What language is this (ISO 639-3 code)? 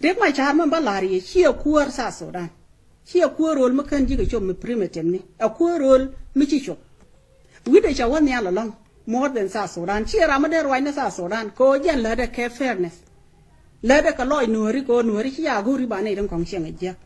nus